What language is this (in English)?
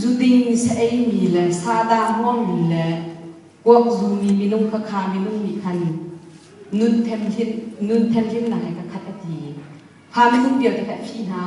Hakha Chin